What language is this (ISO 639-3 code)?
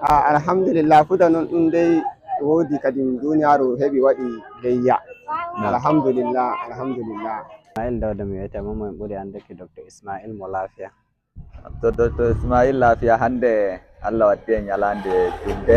ful